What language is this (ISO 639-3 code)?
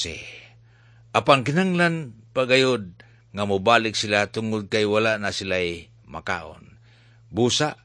ceb